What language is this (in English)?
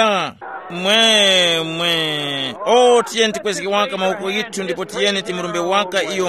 Tumbuka